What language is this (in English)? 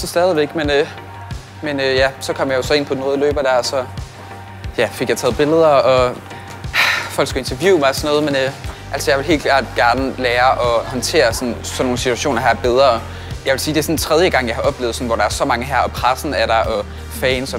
Danish